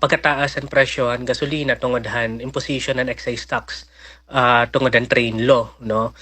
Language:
Waray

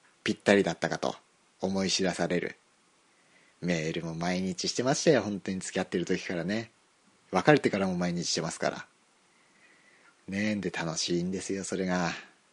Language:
Japanese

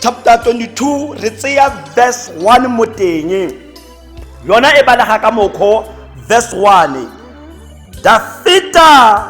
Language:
Tswana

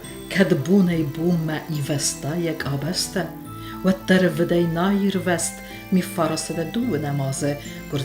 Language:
Ossetic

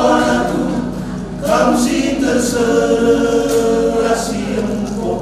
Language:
Batak Karo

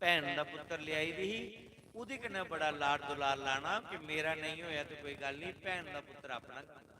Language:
Dogri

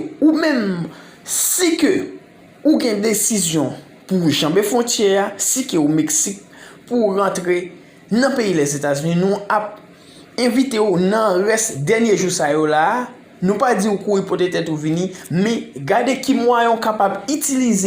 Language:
Haitian Creole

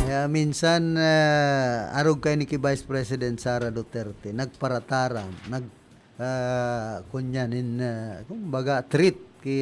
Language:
Bikol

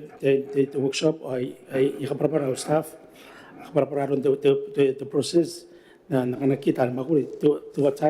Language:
Gilbertese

